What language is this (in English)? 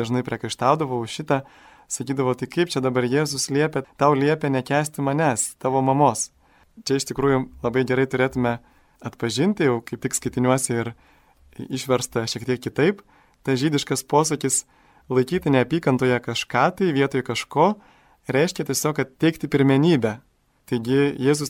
Lithuanian